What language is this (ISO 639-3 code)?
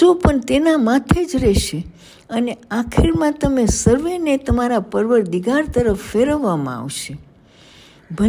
guj